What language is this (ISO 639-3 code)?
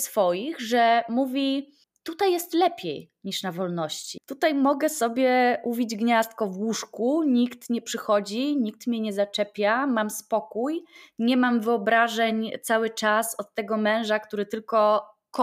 pol